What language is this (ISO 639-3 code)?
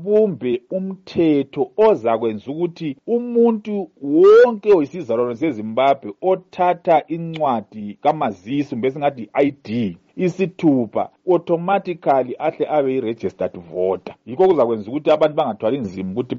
nde